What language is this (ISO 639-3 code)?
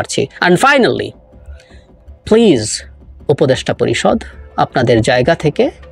ben